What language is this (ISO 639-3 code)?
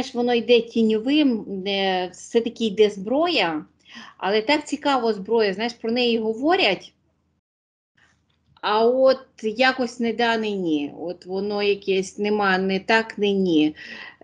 ukr